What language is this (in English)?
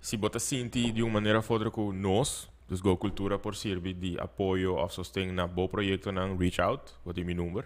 Papiamento